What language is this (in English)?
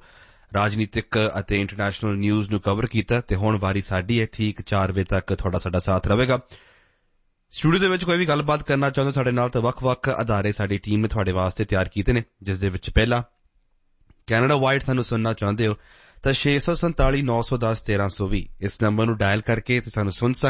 Punjabi